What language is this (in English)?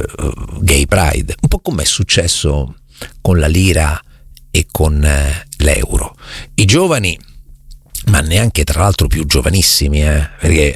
Italian